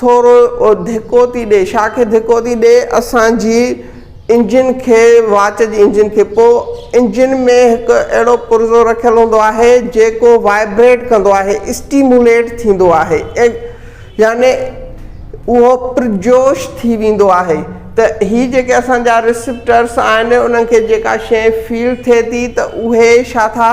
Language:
Sindhi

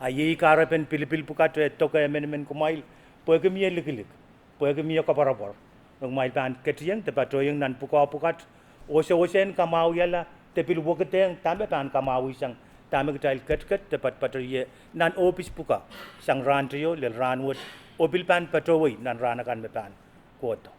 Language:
Pohnpeian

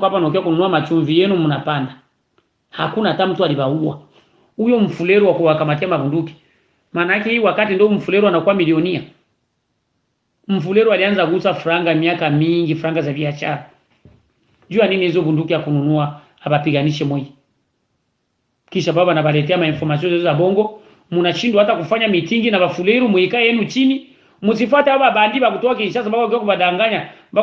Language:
Swahili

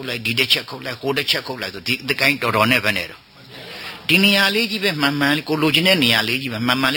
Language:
Burmese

